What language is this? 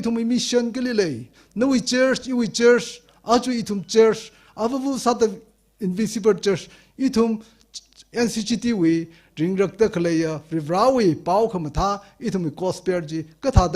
Tangkhul Naga (India)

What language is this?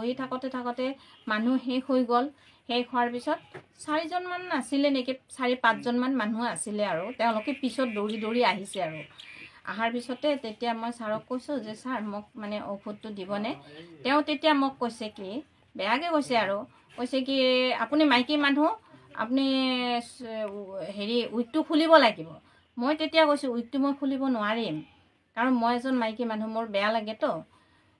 Assamese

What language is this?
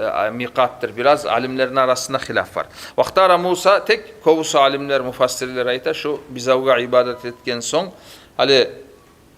Kumyk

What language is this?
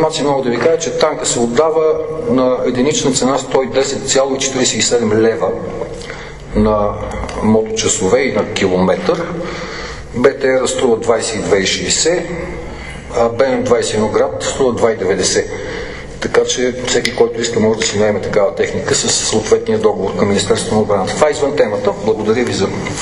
Bulgarian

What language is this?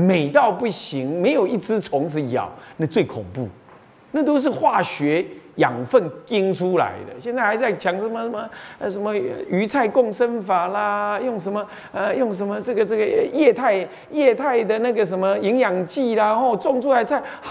Chinese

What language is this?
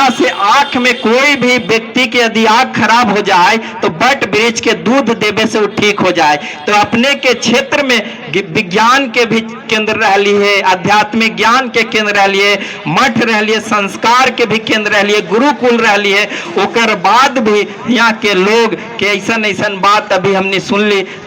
Magahi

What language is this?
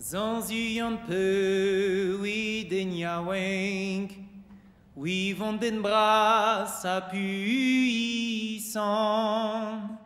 Breton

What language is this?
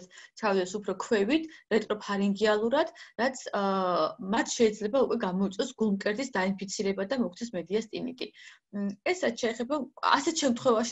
Georgian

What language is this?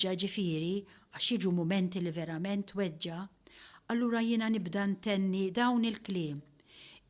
Maltese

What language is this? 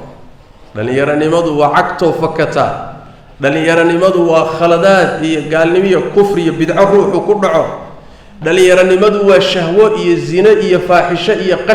Somali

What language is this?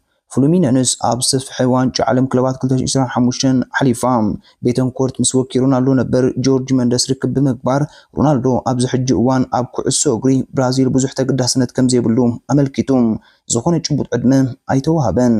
Tigrinya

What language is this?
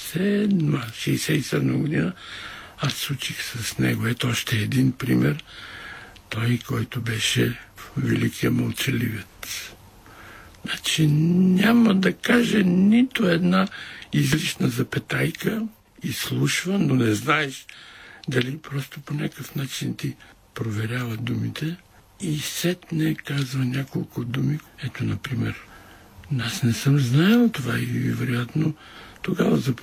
Bulgarian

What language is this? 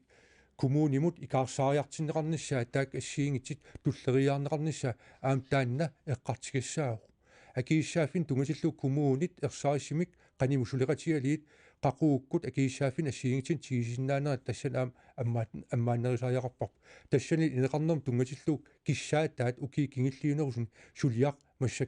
Kalaallisut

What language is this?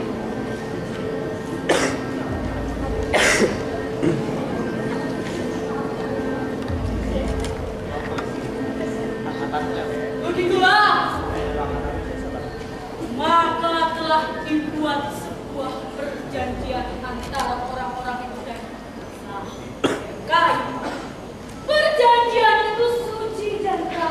Indonesian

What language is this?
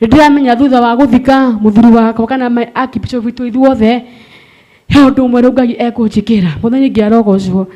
Kikuyu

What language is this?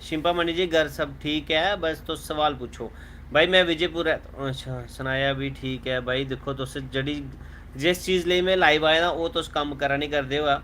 Dogri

